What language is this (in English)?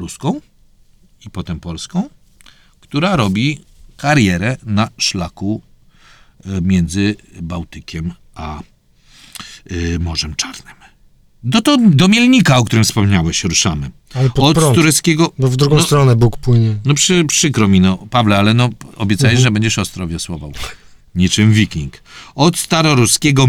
Polish